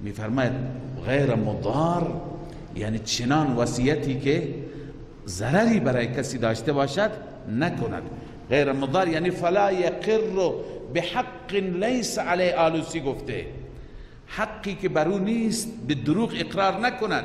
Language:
Persian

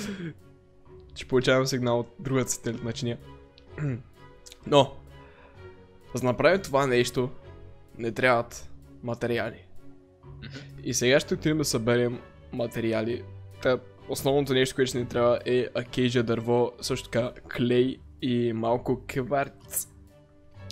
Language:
Bulgarian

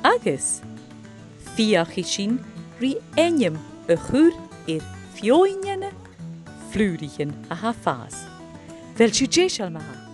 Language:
Scottish Gaelic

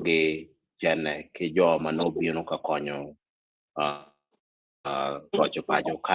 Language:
Acoli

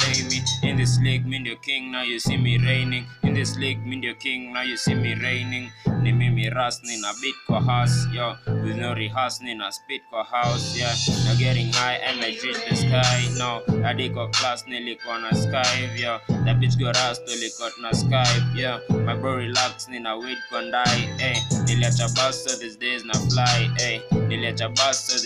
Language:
Swahili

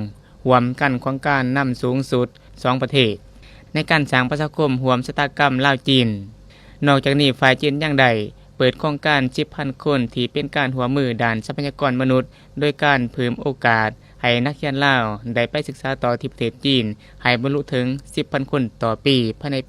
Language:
Lao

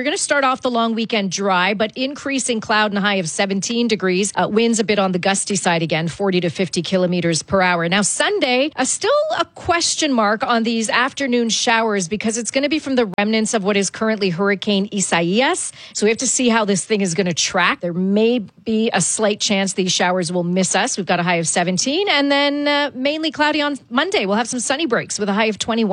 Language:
English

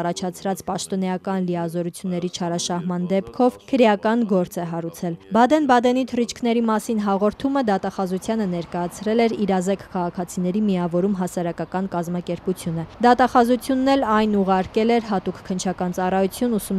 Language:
Armenian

